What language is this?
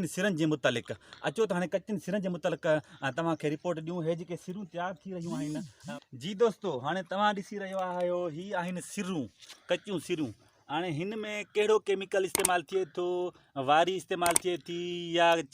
Sindhi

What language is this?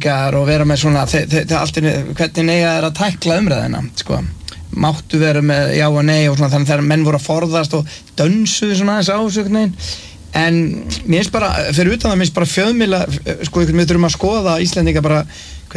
Icelandic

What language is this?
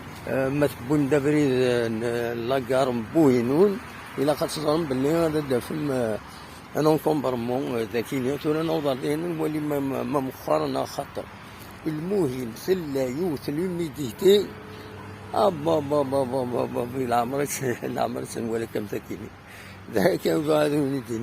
Kabyle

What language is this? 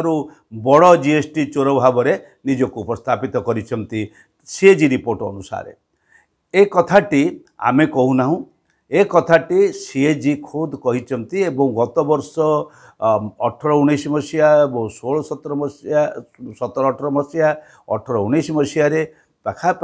Odia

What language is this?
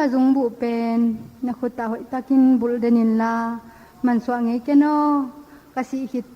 Tedim Chin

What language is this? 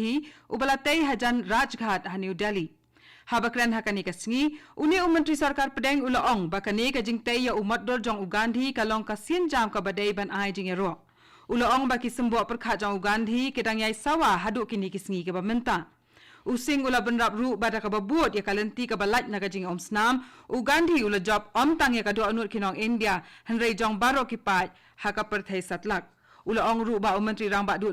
Khasi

